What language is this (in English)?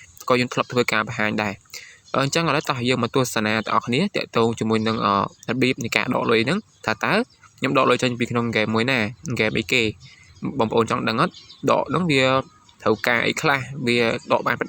Khmer